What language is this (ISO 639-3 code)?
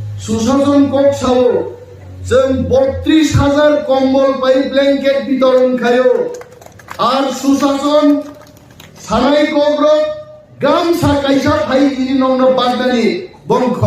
trp